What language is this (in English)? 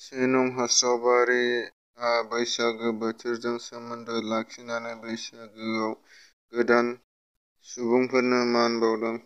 Bodo